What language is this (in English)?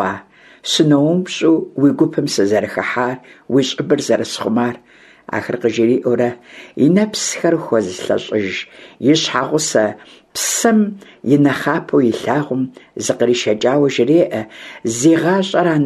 Kabardian